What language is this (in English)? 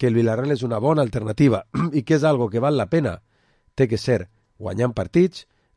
Catalan